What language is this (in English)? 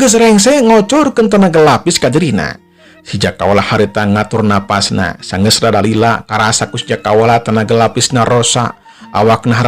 Sundanese